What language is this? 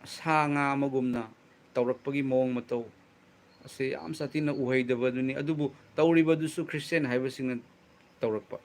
Manipuri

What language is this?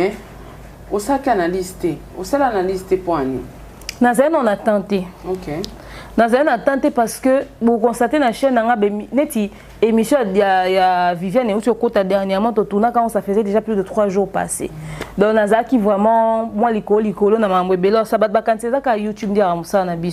Lingala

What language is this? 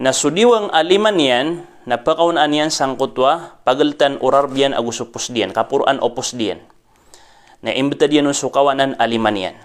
Maranao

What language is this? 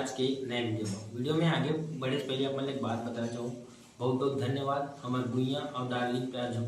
Chhattisgarhi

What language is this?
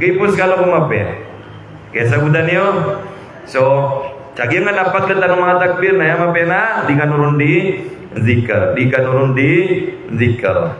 Maranao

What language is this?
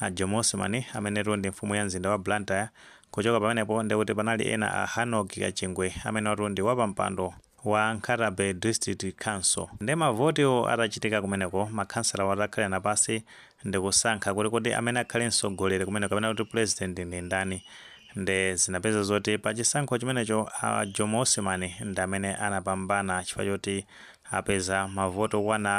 Nyanja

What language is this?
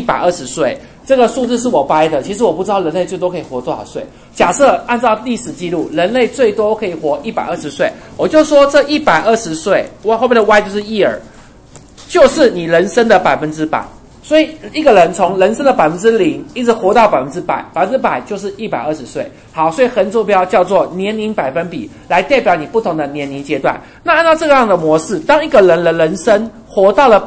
Chinese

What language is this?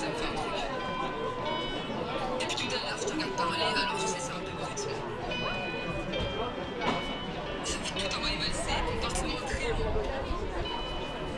French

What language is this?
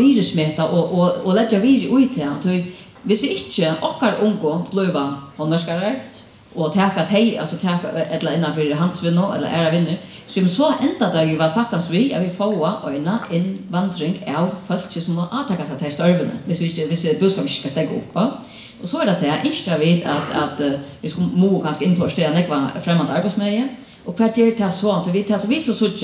Faroese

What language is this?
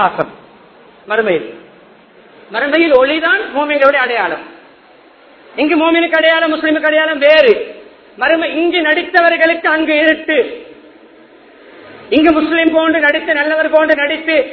Tamil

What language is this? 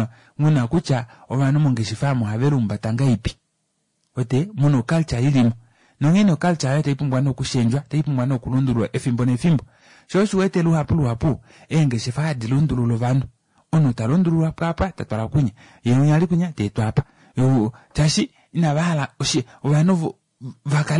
Kuanyama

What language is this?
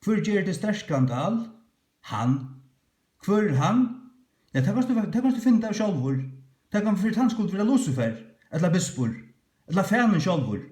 Faroese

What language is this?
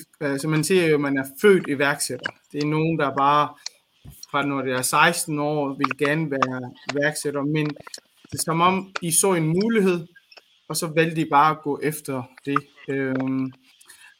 Danish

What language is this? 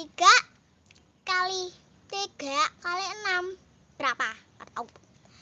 Betawi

